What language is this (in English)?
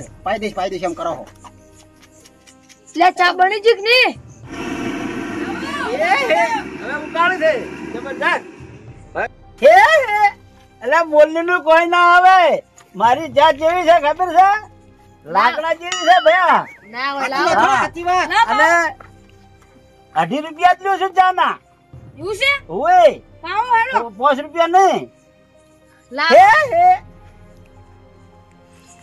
Gujarati